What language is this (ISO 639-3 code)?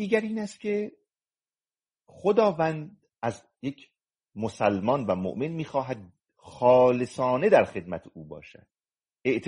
fas